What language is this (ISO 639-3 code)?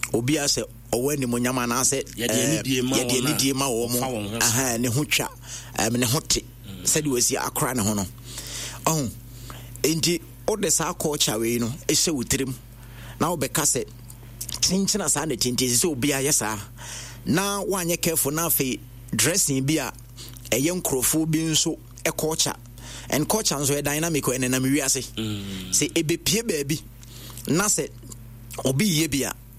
aka